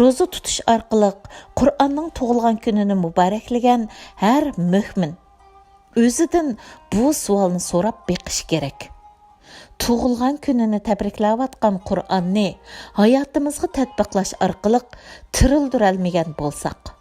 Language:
Uyghur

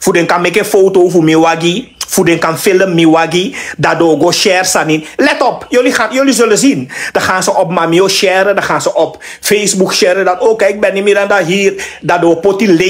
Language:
Sranan Tongo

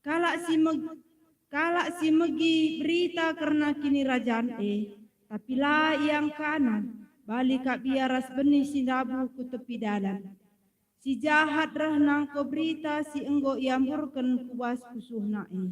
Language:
Batak Karo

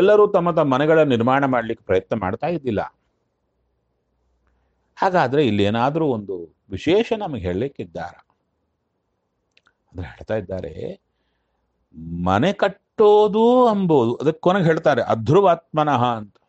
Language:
Kannada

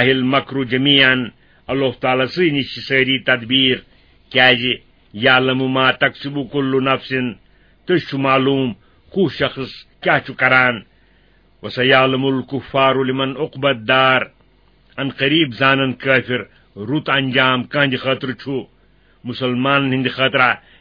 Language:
Kashmiri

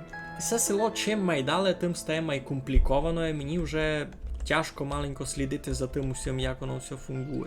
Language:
Rusyn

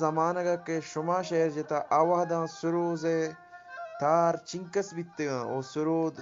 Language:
Eastern Balochi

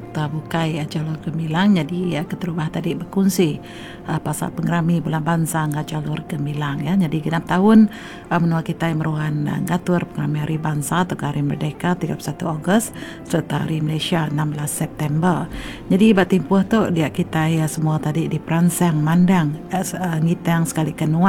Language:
Iban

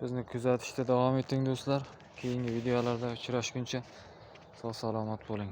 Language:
Uzbek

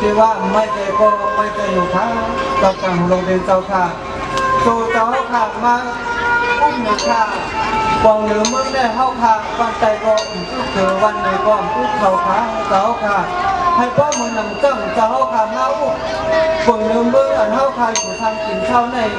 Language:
Shan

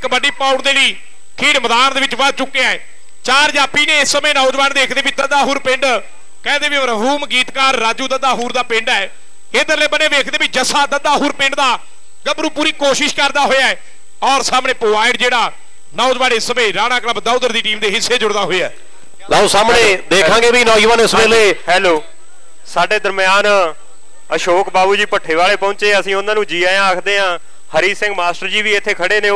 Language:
Punjabi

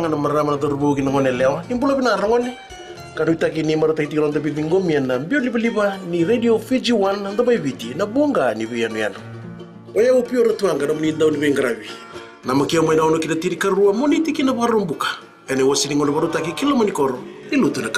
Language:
Fijian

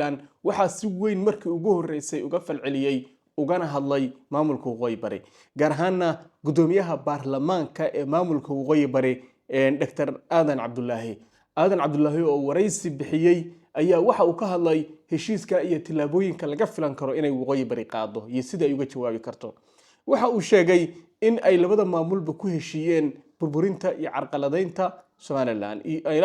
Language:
Somali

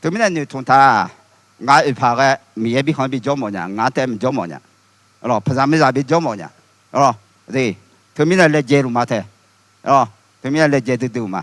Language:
Akha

